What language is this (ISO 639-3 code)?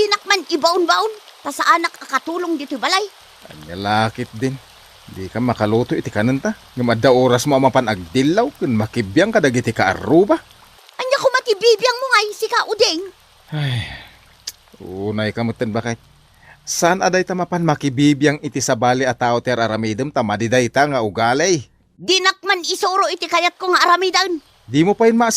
ilo